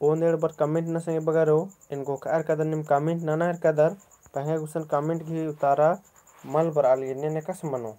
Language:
Kurukh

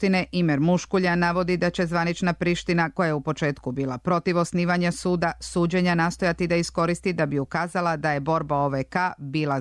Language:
Serbian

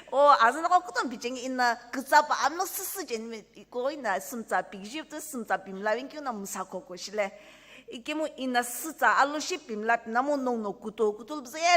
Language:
Sumi Naga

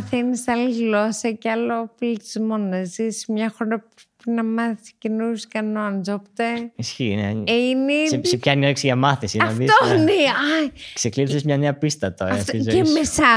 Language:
Greek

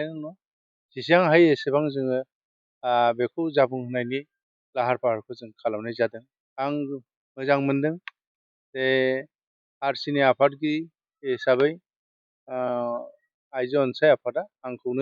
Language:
Bodo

